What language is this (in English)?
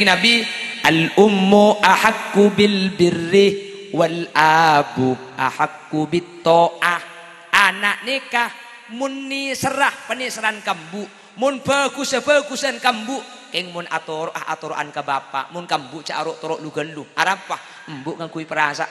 Madurese